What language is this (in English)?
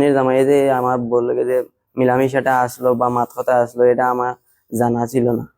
Sylheti